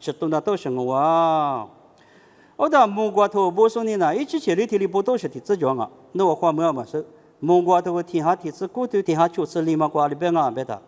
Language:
Lisu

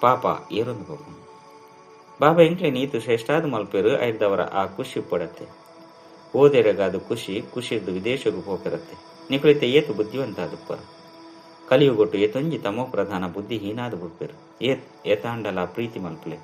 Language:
Tulu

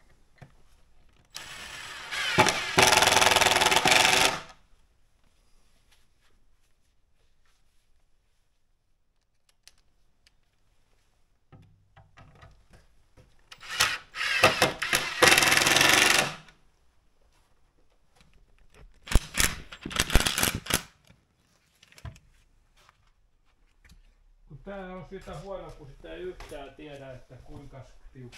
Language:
Finnish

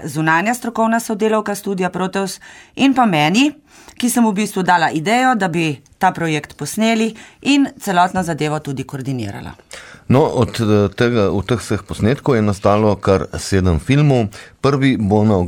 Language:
Slovenian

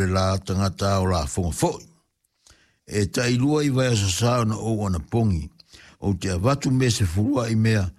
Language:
Samoan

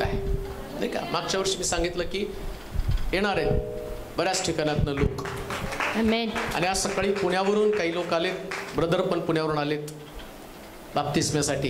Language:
Marathi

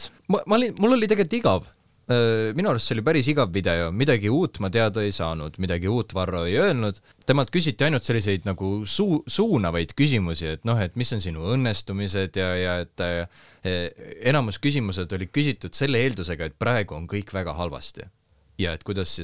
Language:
Estonian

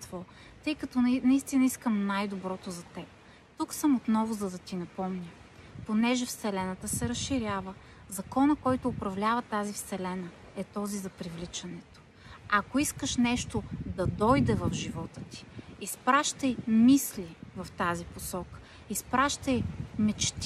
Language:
Bulgarian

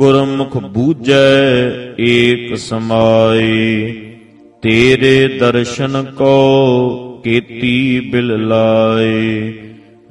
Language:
Punjabi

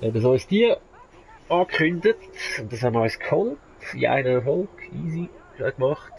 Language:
Swiss German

